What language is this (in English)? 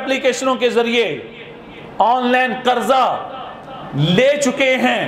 Urdu